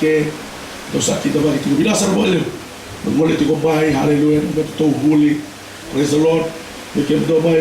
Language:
Fijian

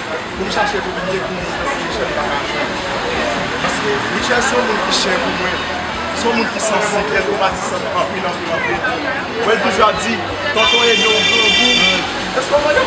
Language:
Haitian Creole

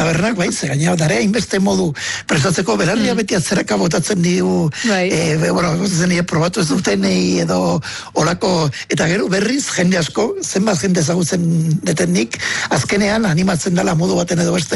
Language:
Basque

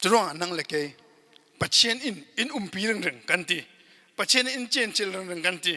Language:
Falam Chin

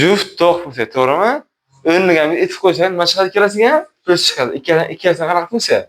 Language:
Uzbek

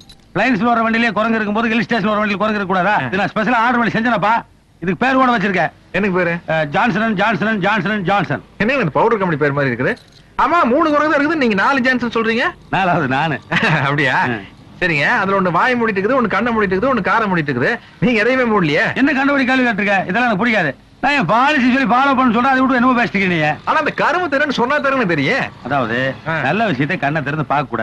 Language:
Tamil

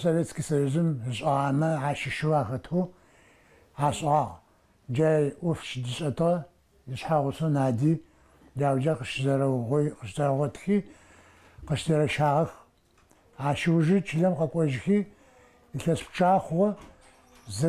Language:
Adyghe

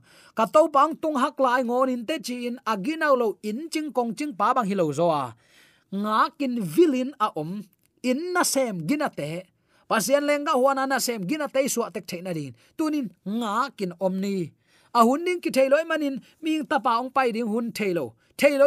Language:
Tedim Chin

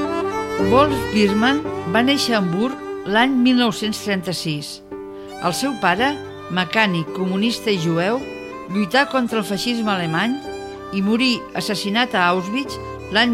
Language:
Catalan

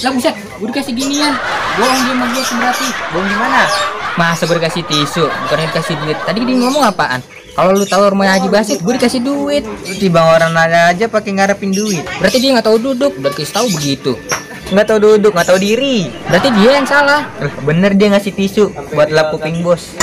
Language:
Betawi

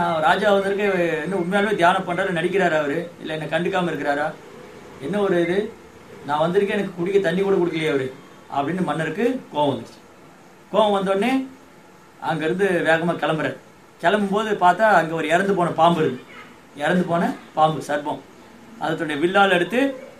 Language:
Tamil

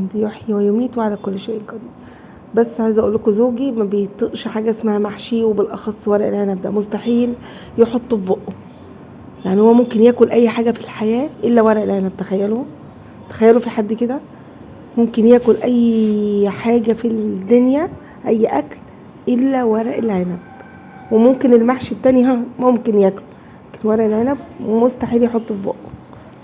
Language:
Egyptian Arabic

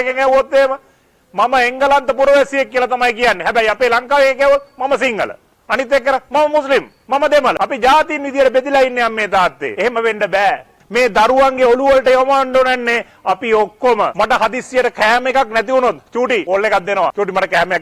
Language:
Sinhala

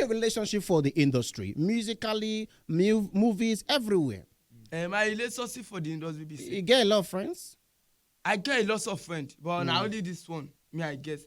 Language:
Nigerian Pidgin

